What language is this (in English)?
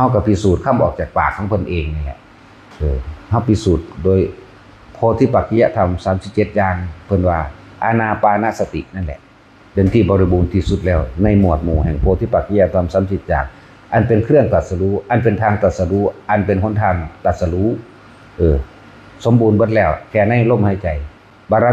Northeastern Thai